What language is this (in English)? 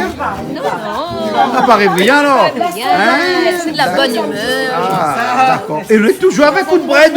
Réunion Creole French